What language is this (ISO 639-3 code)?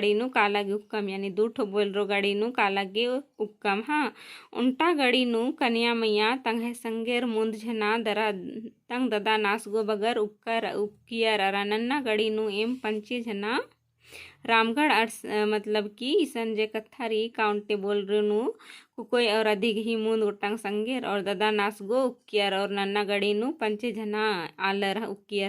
kru